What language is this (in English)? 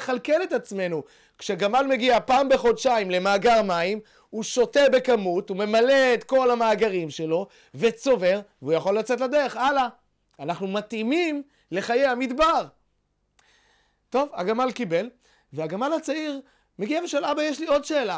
Hebrew